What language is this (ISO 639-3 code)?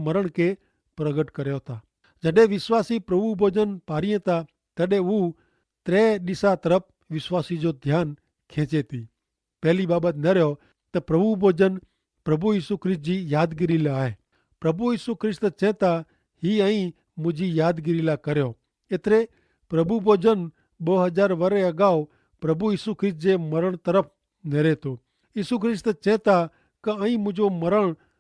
kfr